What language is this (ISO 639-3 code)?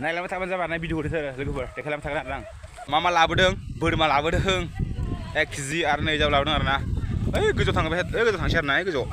brx